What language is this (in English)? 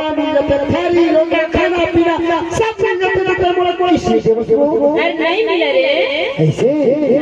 Chhattisgarhi